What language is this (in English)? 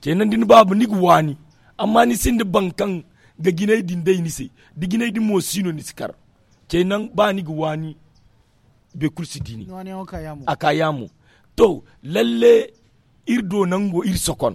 Zarma